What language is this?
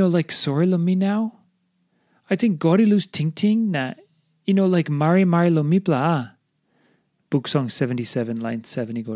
Tok Pisin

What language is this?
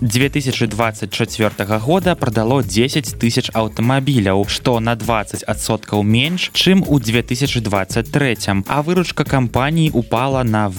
Belarusian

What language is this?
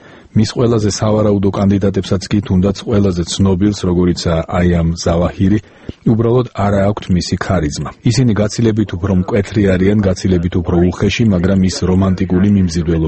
Georgian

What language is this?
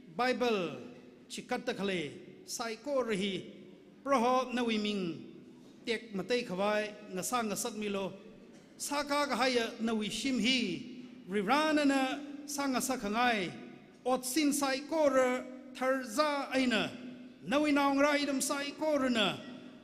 Tangkhul Naga (India)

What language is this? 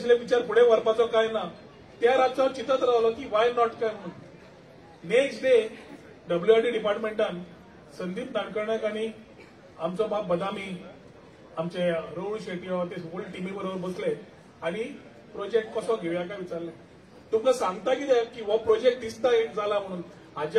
Konkani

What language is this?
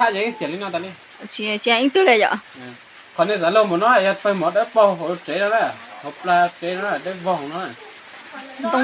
Hmong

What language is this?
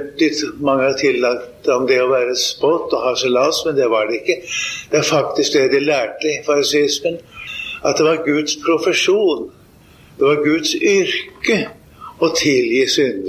Norwegian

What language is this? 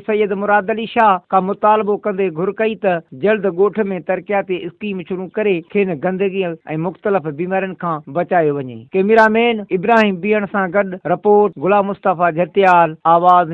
Sindhi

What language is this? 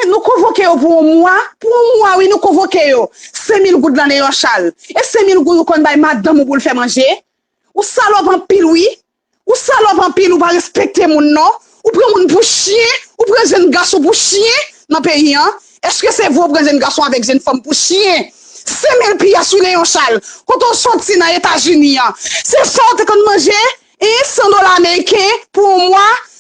Haitian Creole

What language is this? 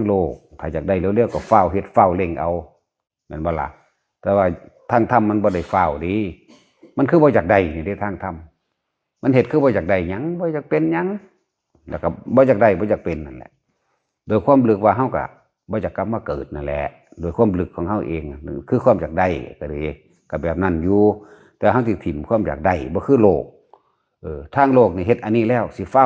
Northeastern Thai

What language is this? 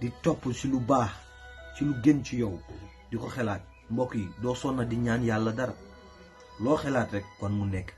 Wolof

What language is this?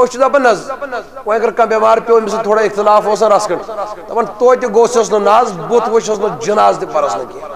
Kashmiri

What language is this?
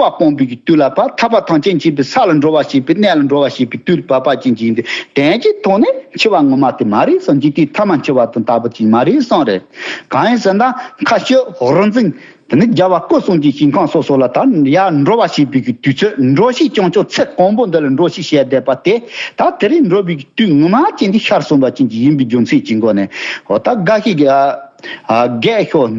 Tibetan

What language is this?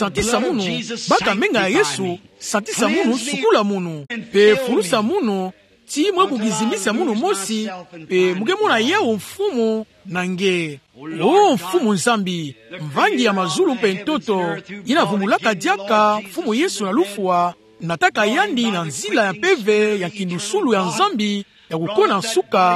Kituba (Democratic Republic of Congo)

